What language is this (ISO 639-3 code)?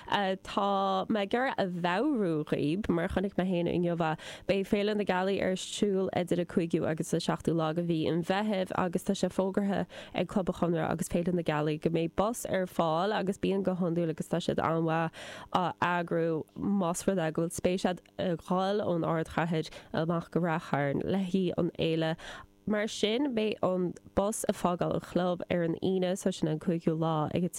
gle